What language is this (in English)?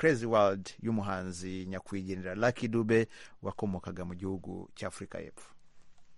Kinyarwanda